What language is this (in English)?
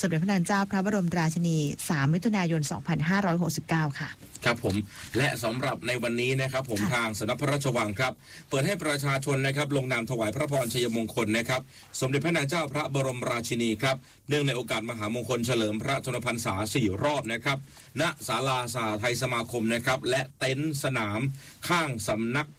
Thai